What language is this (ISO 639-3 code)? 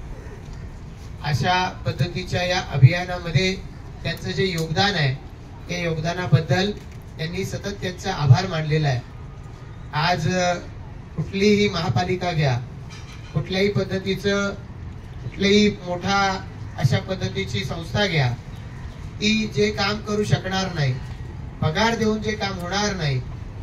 mar